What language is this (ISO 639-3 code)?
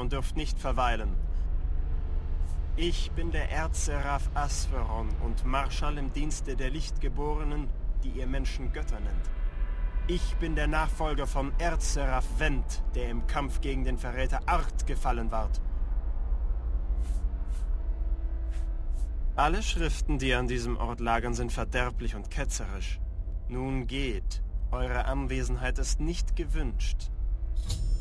deu